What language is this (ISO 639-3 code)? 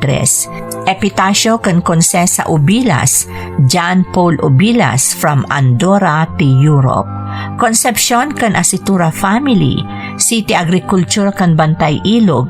ilo